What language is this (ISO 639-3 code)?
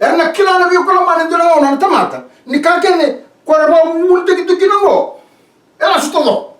fij